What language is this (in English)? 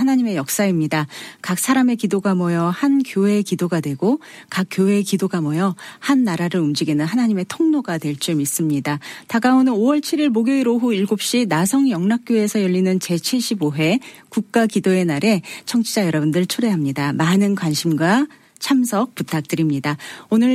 Korean